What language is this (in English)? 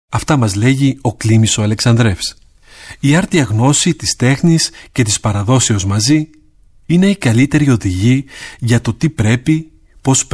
Greek